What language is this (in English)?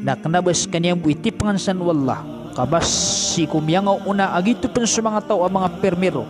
Maranao